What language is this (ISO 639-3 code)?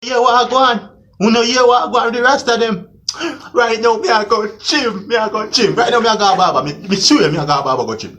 jam